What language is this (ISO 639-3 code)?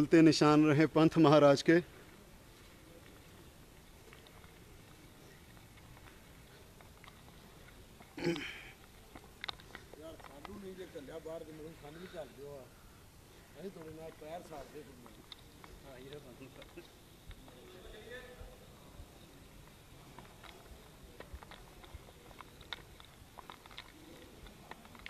pan